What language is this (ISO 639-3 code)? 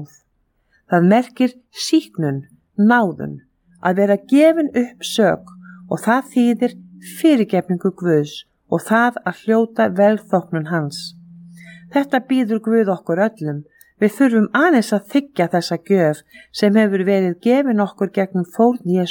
isl